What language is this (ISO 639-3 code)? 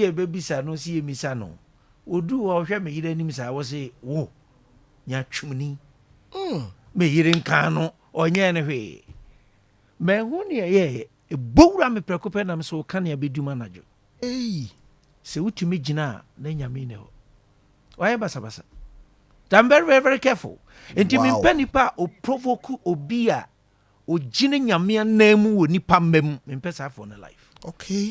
aka